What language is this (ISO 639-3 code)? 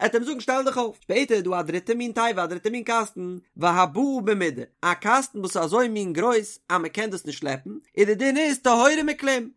yid